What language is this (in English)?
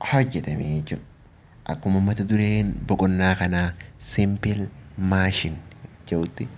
Oromo